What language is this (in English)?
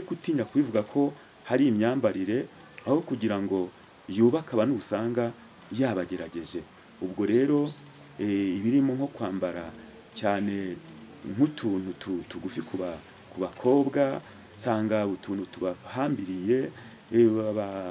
Kinyarwanda